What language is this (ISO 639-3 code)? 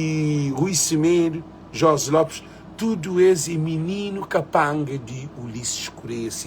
kea